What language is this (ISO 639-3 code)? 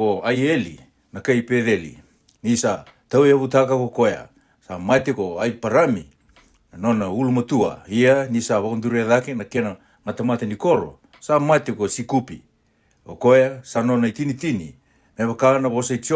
fij